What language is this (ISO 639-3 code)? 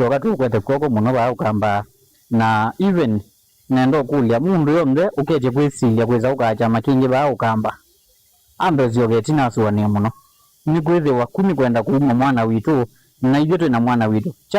kam